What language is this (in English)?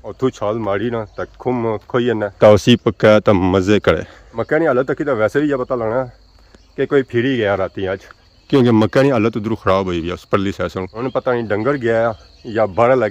Pahari-Potwari